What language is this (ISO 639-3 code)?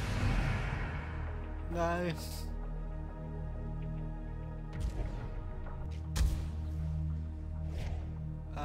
eng